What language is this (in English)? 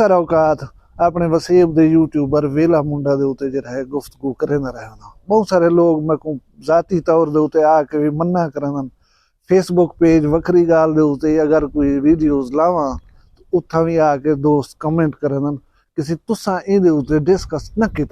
Saraiki